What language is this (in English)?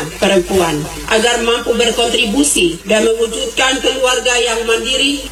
Indonesian